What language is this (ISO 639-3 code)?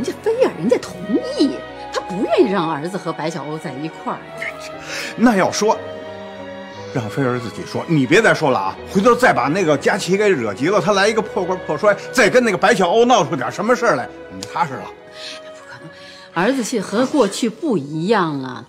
zho